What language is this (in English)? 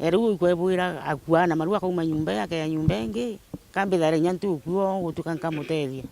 Meru